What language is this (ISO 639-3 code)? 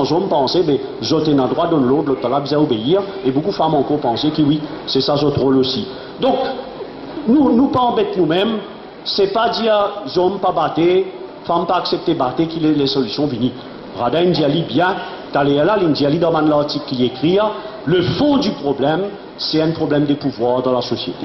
mfe